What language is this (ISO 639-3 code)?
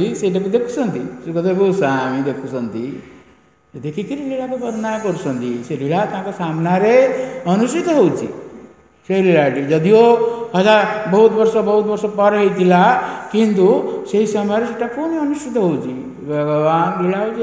ori